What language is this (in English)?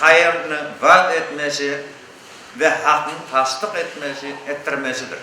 Crimean Tatar